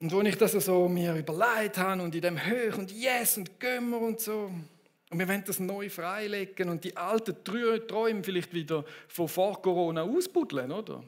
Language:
Swiss German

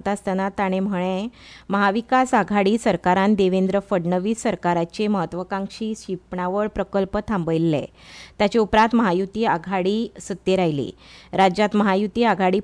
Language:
Konkani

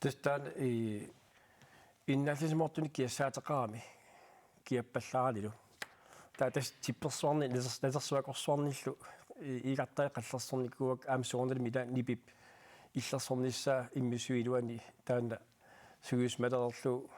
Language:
Kalaallisut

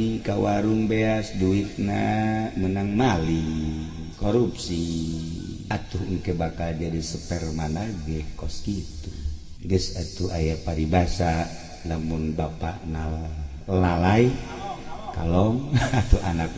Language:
Sundanese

